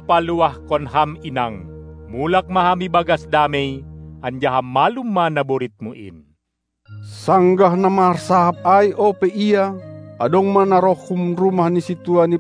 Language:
Batak Simalungun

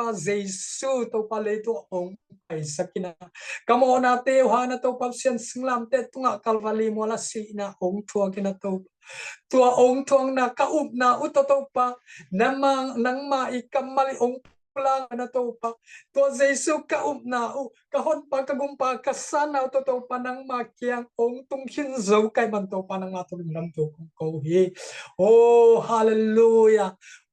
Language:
Tedim Chin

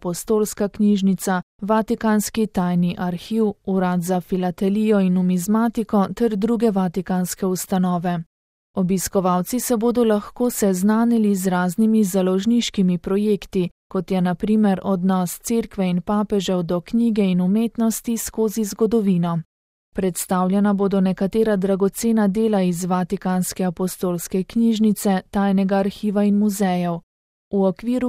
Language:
Slovenian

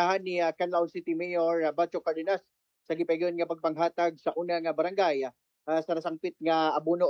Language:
Cebuano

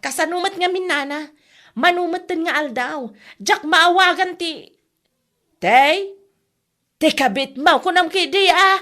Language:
Iloko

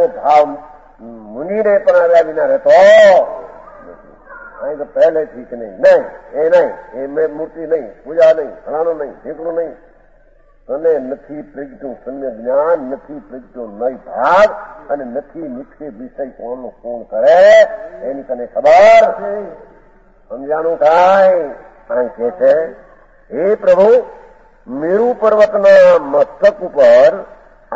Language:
Gujarati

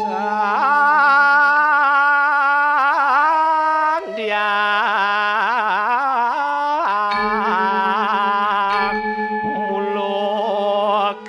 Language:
Balinese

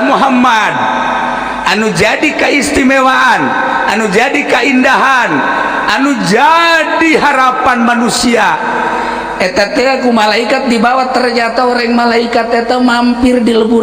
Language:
Sundanese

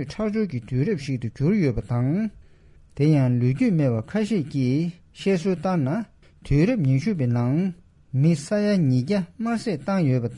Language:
Tibetan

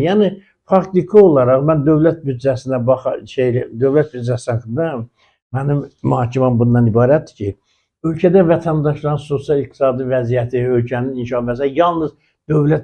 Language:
Azerbaijani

